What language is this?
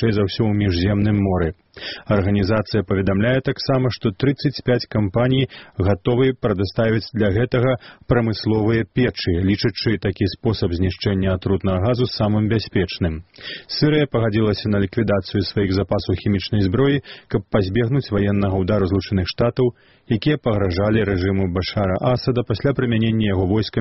Belarusian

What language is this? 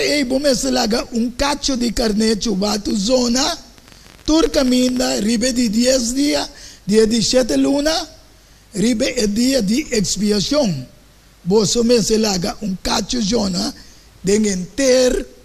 Papiamento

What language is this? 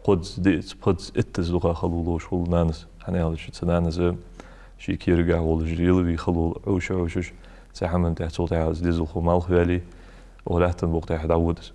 Ingush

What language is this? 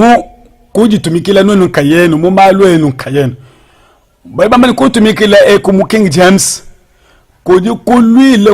Luba-Lulua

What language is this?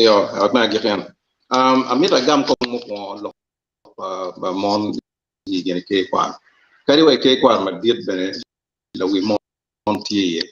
Acoli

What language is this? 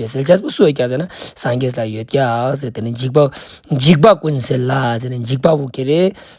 Ladakhi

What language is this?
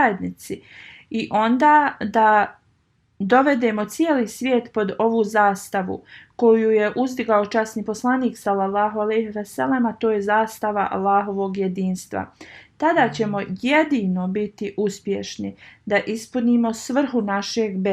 Bosnian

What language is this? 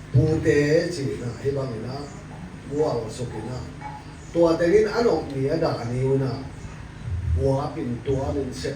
Tedim Chin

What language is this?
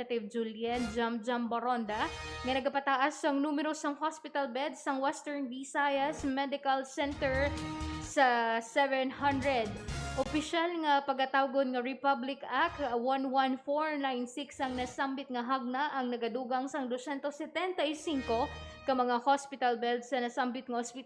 Hiligaynon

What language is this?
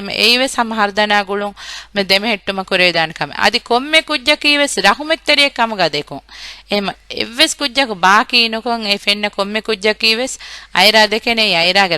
Divehi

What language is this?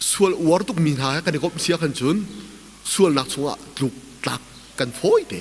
Hakha Chin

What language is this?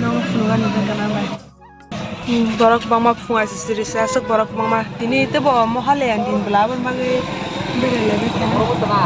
Kok Borok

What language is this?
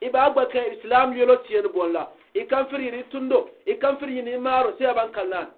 Gourmanchéma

